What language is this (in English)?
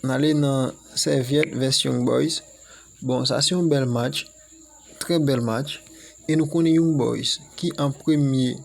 Haitian Creole